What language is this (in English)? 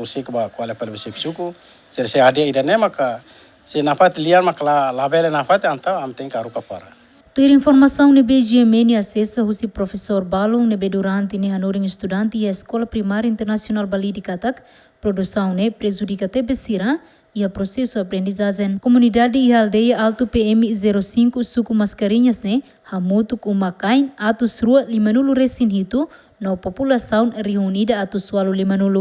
Tetum